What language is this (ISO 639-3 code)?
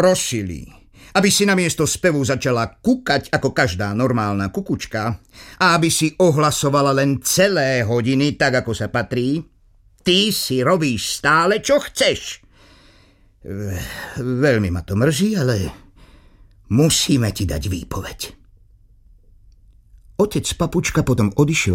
slk